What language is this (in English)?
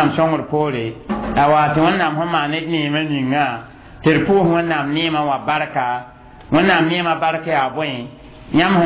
Mossi